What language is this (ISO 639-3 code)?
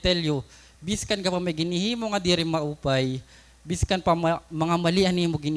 war